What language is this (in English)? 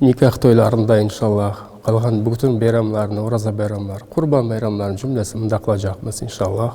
Crimean Tatar